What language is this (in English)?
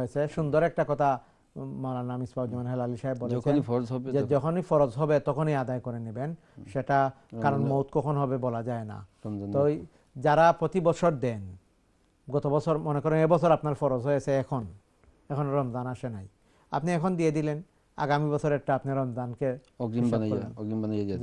Bangla